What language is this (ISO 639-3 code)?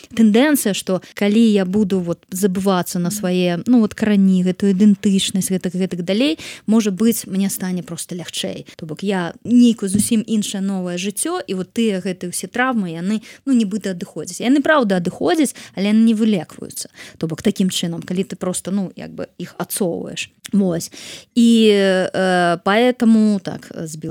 bel